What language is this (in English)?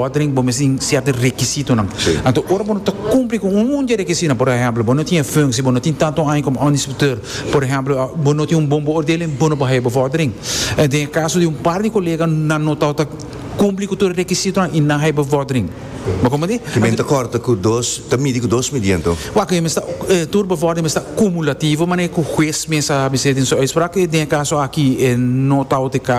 Papiamento